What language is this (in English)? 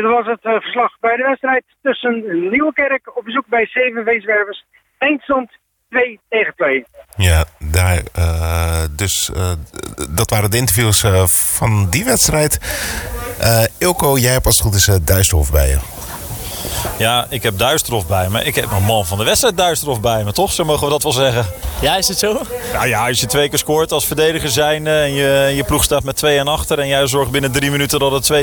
Dutch